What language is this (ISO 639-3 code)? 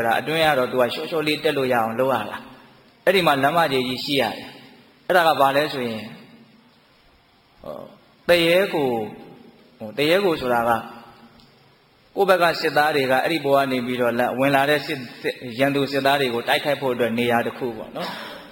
mya